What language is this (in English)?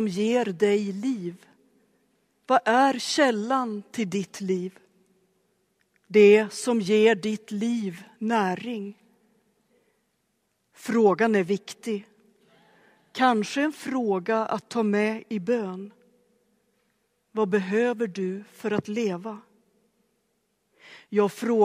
Swedish